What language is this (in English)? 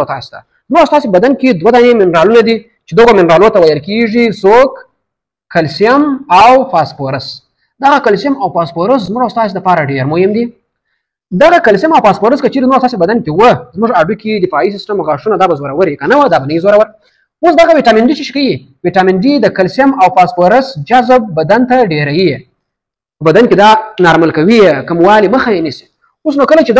Pashto